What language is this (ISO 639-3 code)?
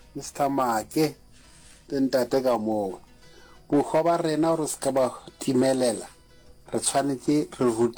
nso